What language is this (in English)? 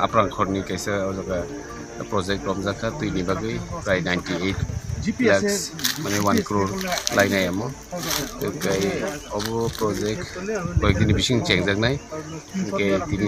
Kok Borok